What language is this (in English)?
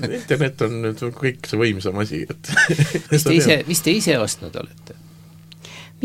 Estonian